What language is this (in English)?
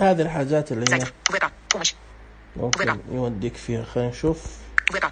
Najdi Arabic